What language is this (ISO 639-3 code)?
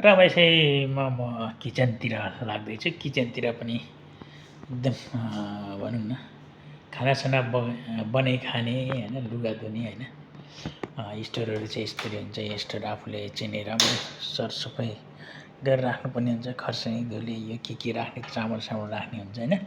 nep